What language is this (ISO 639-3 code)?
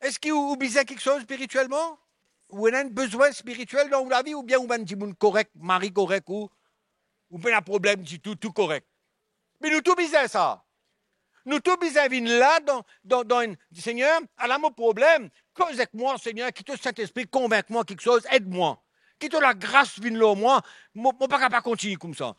mfe